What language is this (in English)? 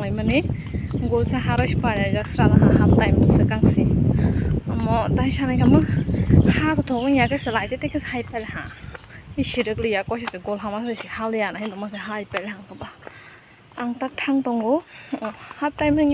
Kok Borok